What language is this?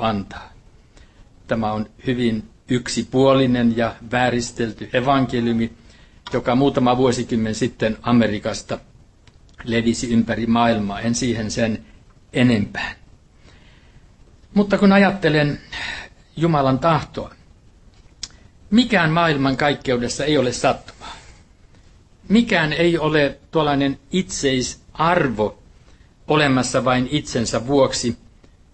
Finnish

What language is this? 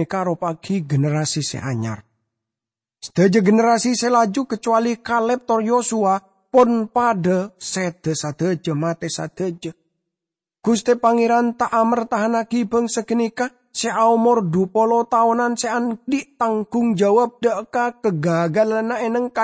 Madurese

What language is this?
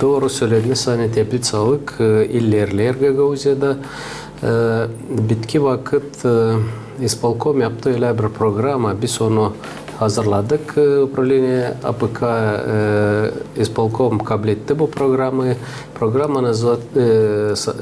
Gagauz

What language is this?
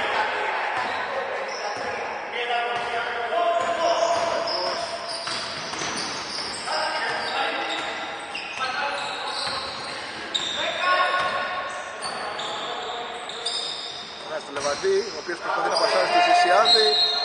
Greek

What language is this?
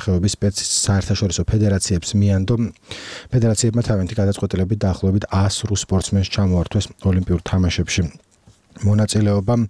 Georgian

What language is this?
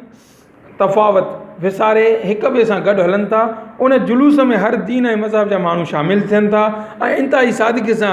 Sindhi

